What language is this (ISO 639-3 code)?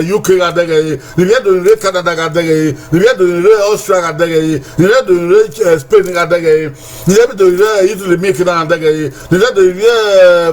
bin